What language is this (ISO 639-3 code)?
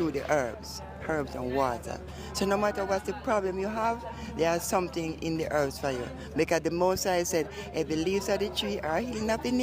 jam